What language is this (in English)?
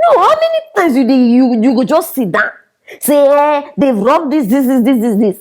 Nigerian Pidgin